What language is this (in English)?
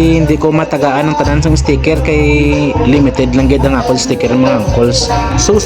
Hiligaynon